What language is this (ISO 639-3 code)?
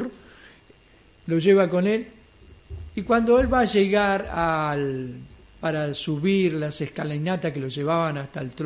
spa